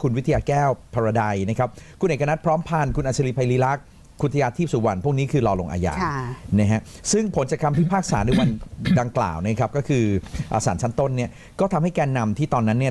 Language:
Thai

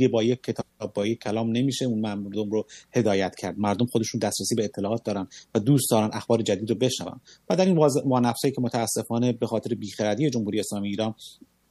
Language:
Persian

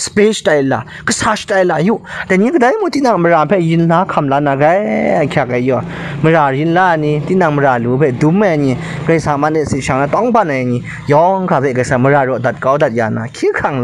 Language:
Kachin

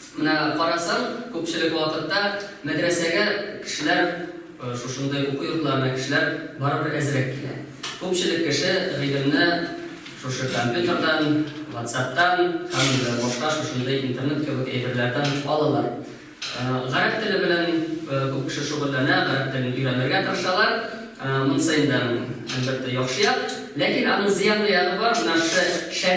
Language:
Tatar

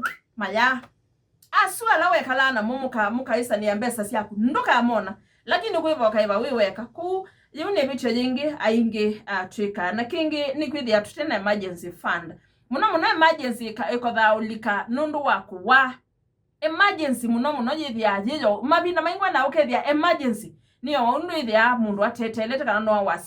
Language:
Kamba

